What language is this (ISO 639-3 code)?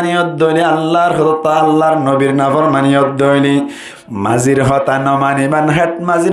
rhg